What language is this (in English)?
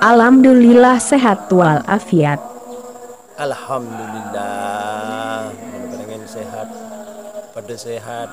Madurese